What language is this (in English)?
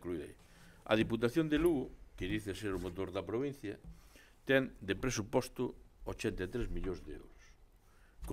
Galician